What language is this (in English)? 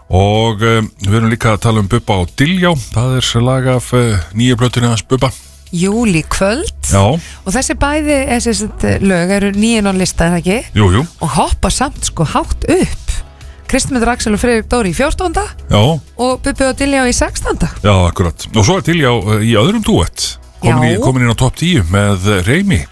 Icelandic